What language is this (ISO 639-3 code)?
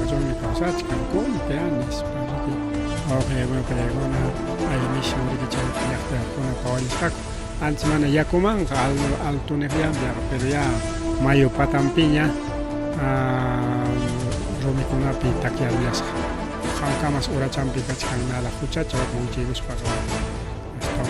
quy